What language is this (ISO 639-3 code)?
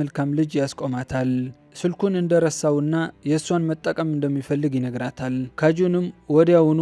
amh